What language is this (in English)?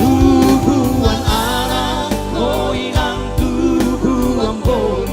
Batak Simalungun